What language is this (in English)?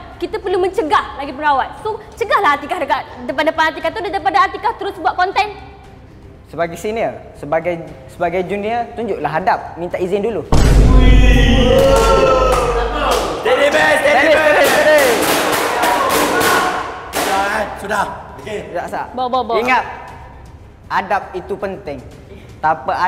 Malay